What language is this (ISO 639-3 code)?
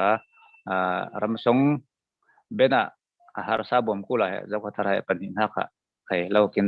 cfm